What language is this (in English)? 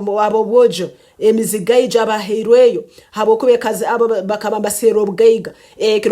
Nyankole